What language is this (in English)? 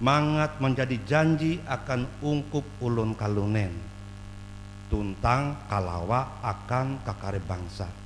Ngaju